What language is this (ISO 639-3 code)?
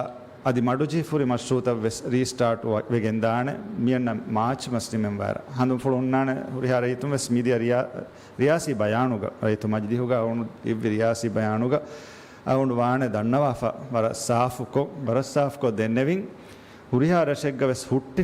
div